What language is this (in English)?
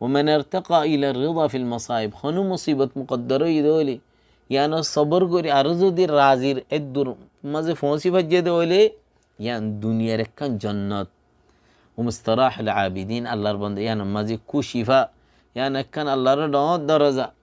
Rohingya